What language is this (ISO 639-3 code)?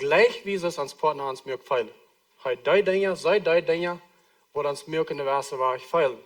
pdt